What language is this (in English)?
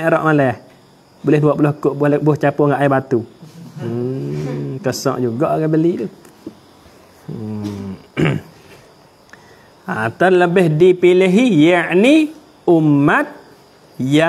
Malay